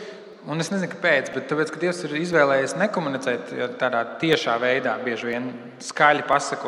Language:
Latvian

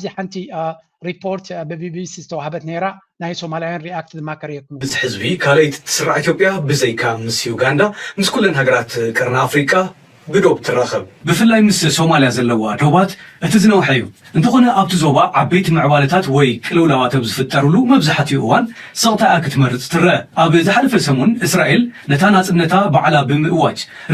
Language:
Tigrinya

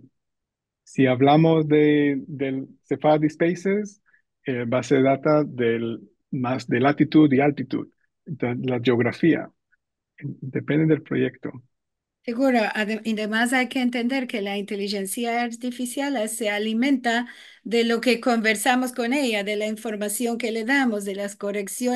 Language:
Ladino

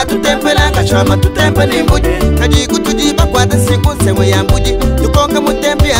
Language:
Luba-Lulua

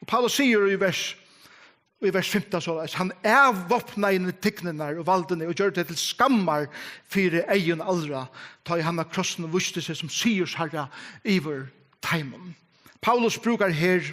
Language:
Faroese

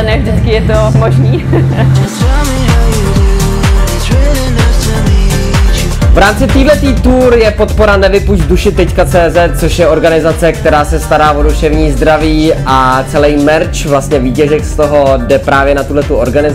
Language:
Czech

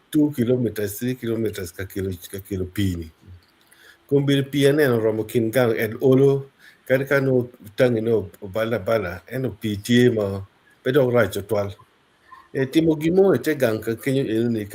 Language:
Acoli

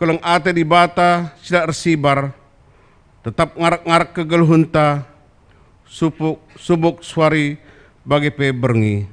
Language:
Batak Karo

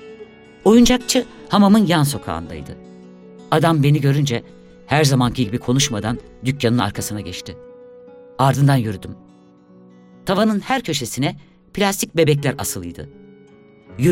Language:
Turkish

